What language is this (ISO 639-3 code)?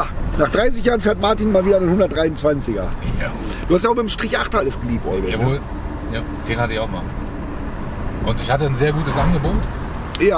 deu